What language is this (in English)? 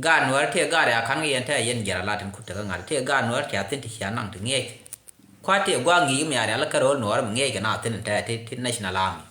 Nuer